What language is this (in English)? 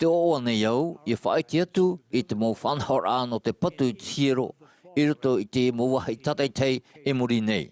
Tahitian